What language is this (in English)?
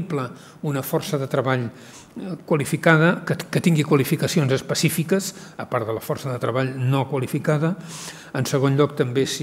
Catalan